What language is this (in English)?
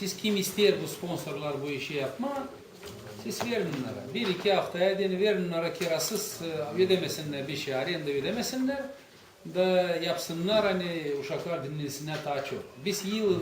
Gagauz